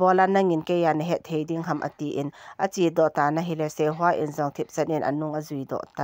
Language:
Thado Chin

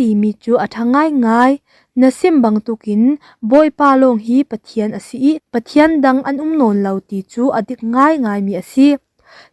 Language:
Falam Chin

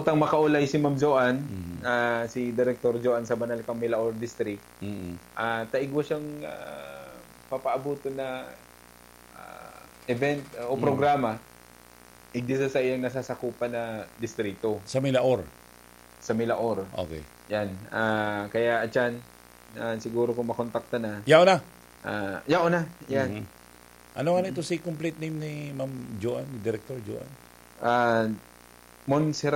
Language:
Bikol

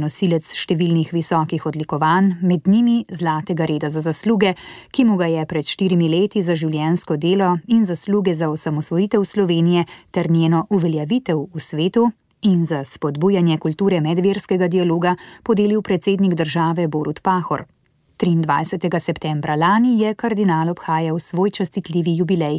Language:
Slovenian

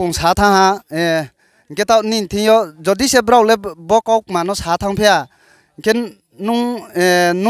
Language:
Riang (India)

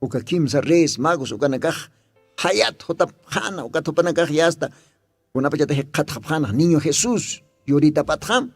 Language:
Aymara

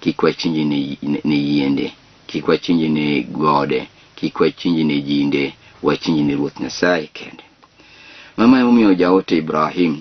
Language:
Luo (Kenya and Tanzania)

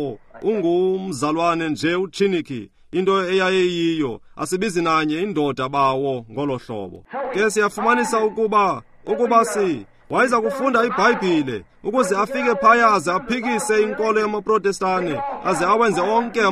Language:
Xhosa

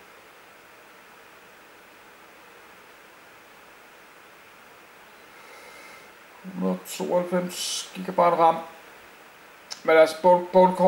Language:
Danish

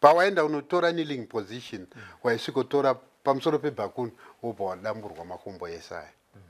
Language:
Shona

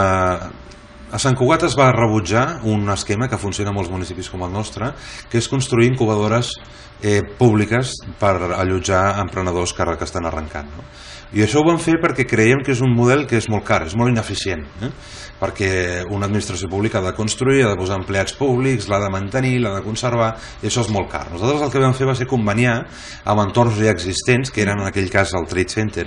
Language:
Catalan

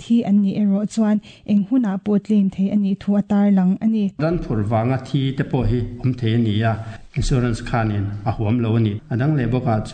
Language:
Mizo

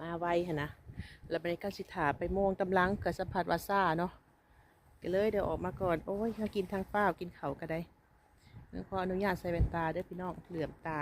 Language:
Lao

